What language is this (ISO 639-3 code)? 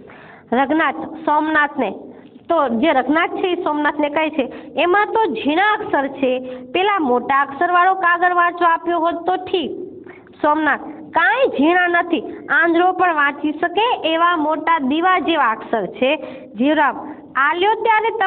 guj